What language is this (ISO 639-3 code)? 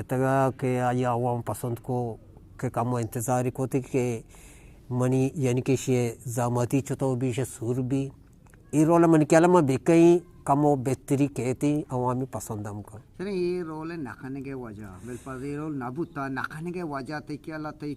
bgp